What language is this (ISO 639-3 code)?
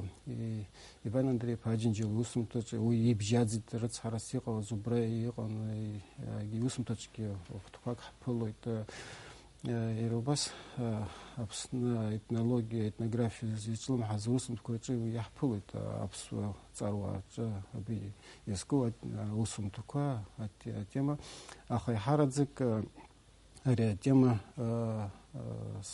abk